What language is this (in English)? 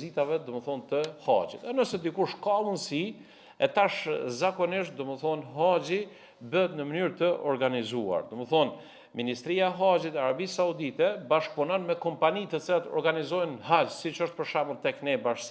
Albanian